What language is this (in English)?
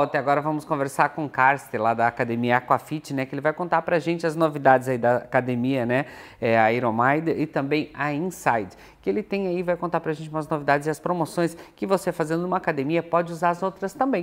Portuguese